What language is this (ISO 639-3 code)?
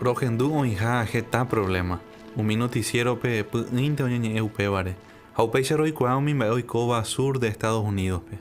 grn